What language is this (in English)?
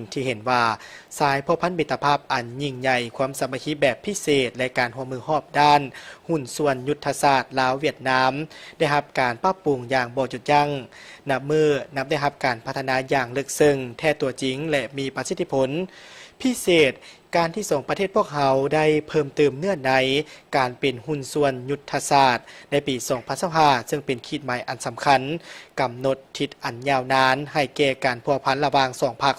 Lao